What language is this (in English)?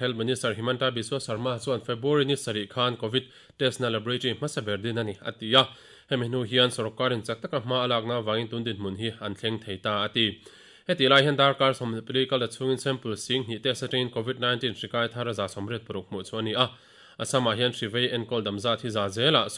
Mizo